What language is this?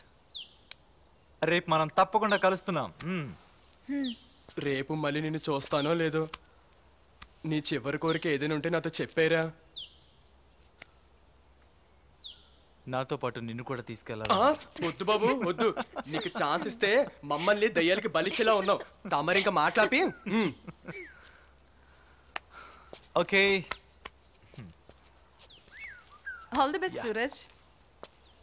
Telugu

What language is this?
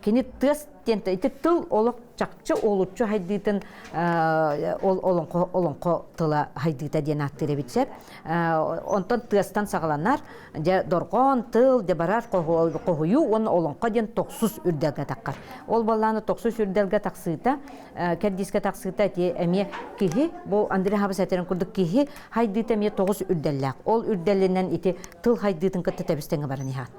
Yakut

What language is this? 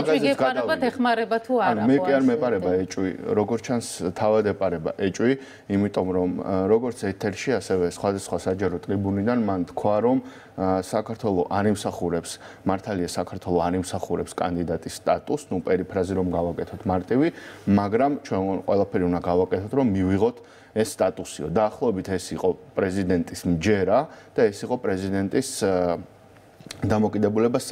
Georgian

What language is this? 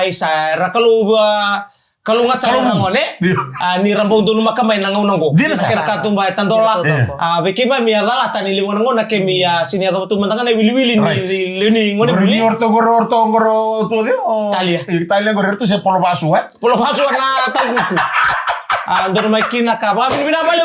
Fijian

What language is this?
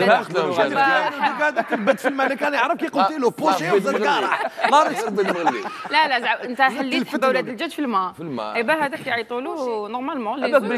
Algerian Arabic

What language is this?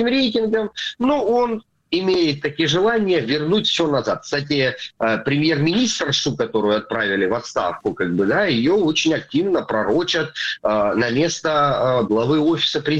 Russian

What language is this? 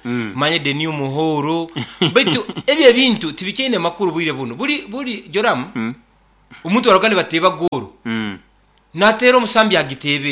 Nyoro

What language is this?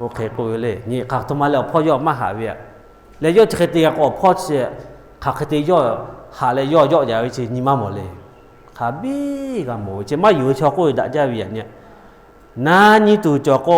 Lahu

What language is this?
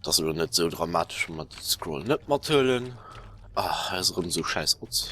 Luxembourgish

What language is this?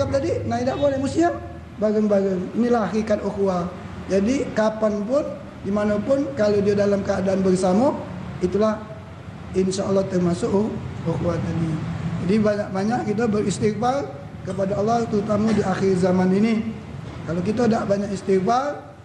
Musi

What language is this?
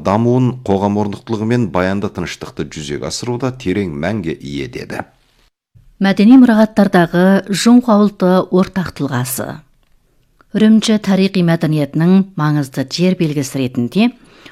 Kazakh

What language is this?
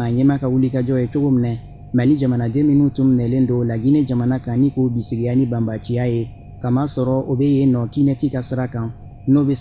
Bambara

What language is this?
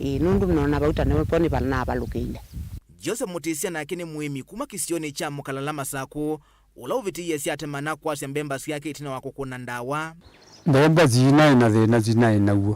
Kamba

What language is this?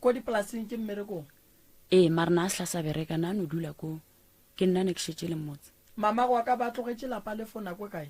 Northern Sotho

